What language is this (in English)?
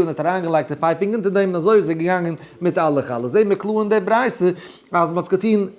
Yiddish